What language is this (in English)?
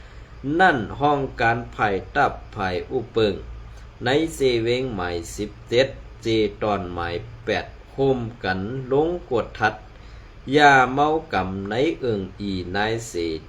Shan